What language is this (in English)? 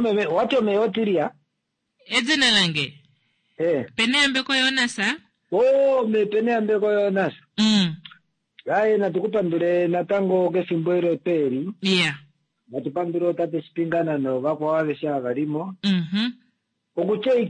Kuanyama